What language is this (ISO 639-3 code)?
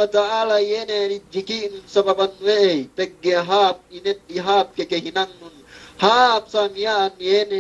yka